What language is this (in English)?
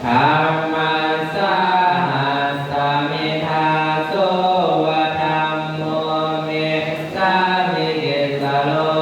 Pali